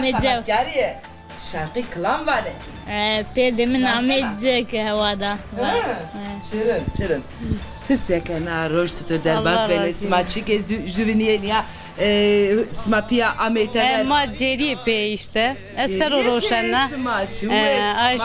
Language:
Zaza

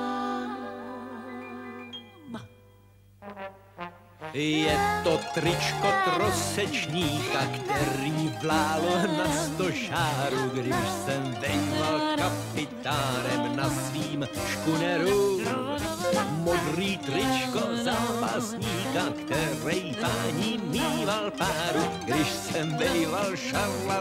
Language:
Czech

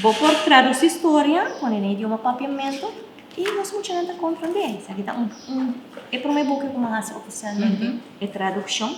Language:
Papiamento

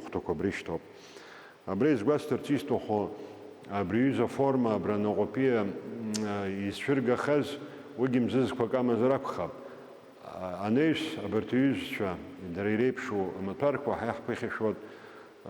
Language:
Abkhazian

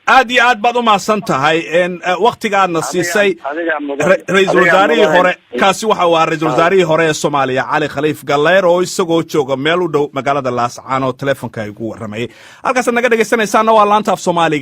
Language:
Somali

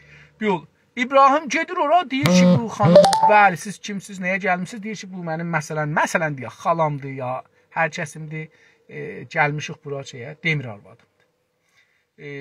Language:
South Azerbaijani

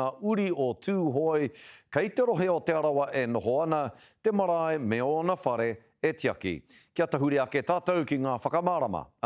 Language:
Māori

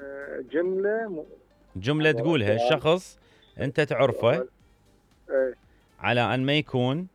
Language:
Mesopotamian Arabic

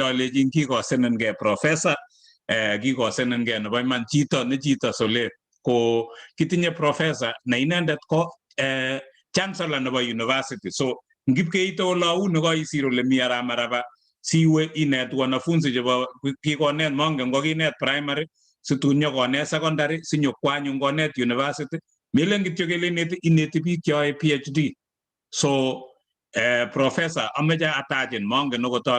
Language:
Kalenjin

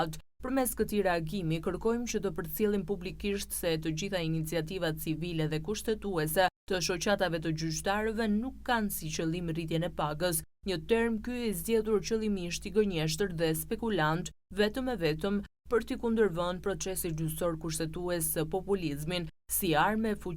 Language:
Albanian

